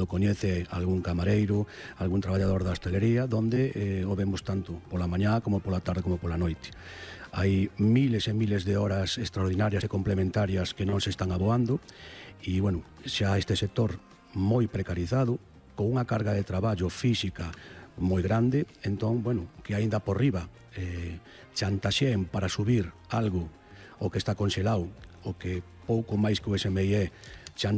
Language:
Galician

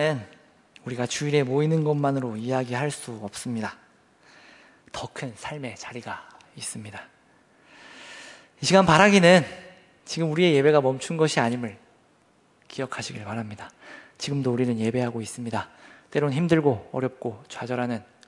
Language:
Korean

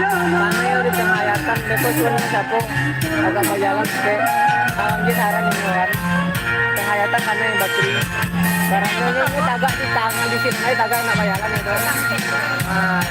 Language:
Minangkabau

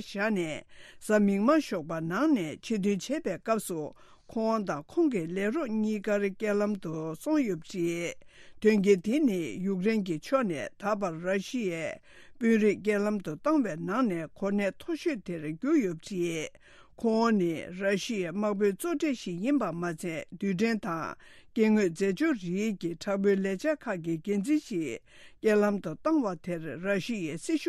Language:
Tibetan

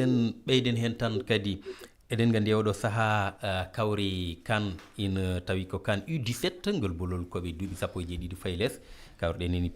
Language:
Fula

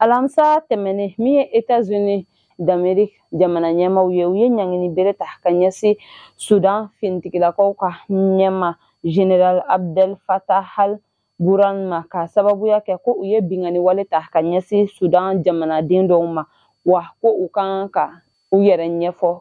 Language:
Bambara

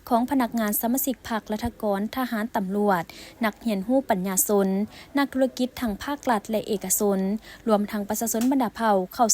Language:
Lao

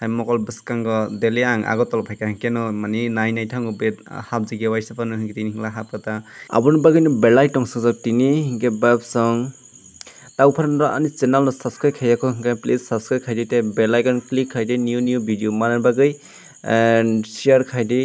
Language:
Kok Borok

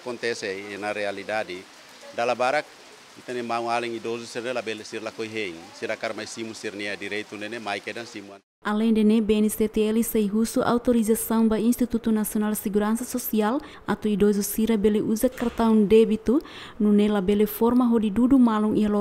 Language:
Tetum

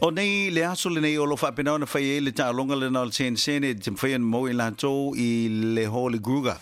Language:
Samoan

